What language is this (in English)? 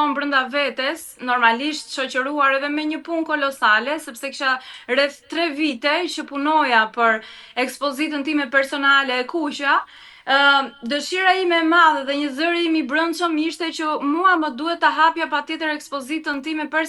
Albanian